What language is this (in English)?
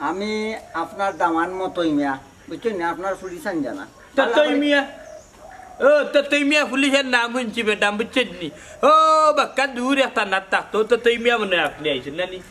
Sylheti